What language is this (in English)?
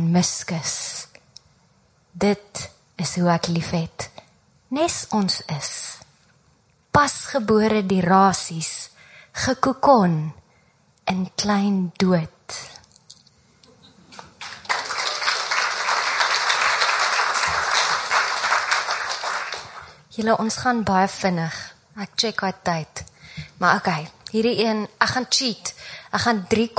Afrikaans